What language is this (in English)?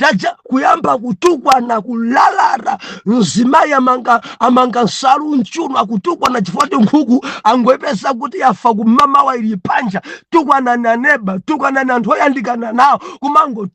Nyanja